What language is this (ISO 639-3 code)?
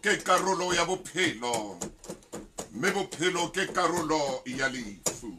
sot